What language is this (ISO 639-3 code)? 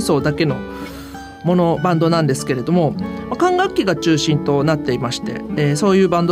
jpn